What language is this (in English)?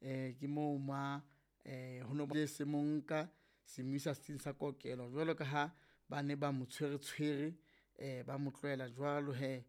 Southern Sotho